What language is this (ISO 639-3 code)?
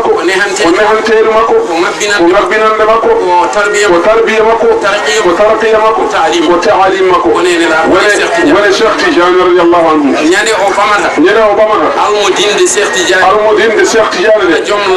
ful